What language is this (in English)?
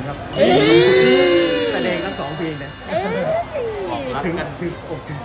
Thai